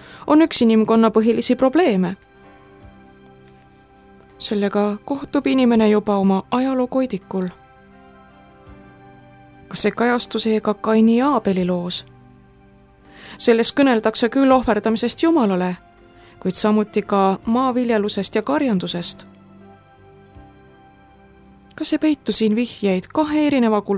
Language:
Estonian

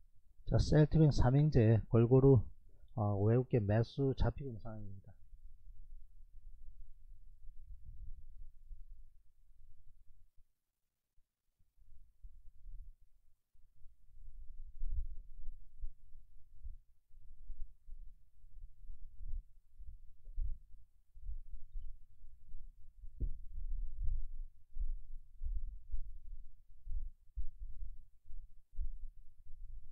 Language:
Korean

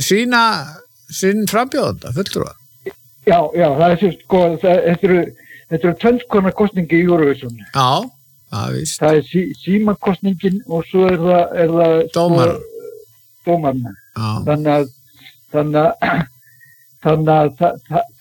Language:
Icelandic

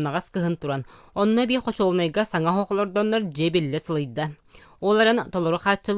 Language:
Yakut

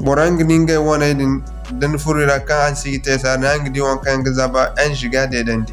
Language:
Zarma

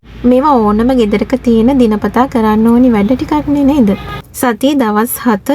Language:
Sinhala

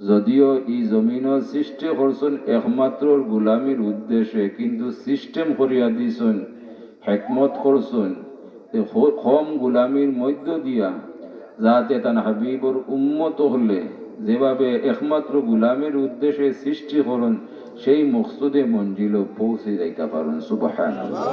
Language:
Sylheti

